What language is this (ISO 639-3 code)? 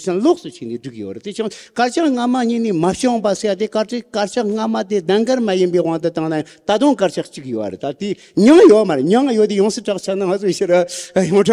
bod